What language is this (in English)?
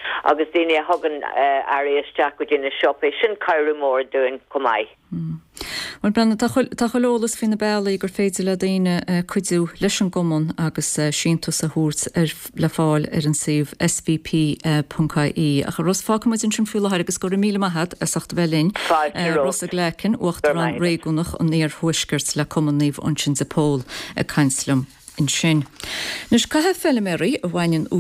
Irish